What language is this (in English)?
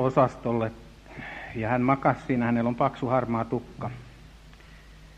Finnish